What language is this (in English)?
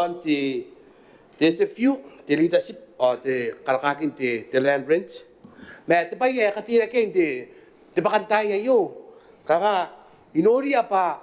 Gilbertese